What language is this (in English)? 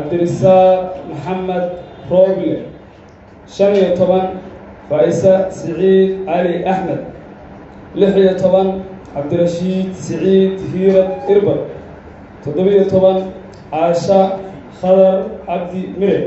Somali